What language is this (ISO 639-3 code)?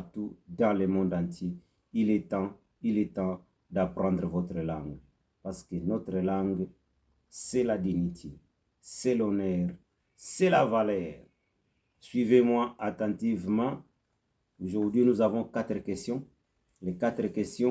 ktu